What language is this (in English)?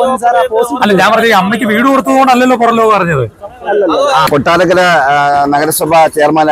Malayalam